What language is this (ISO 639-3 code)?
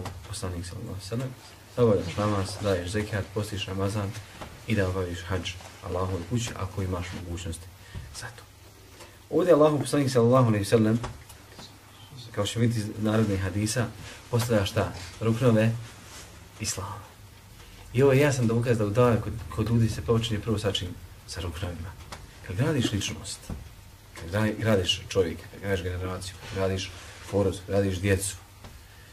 bos